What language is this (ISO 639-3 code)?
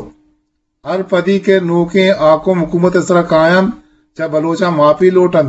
bgp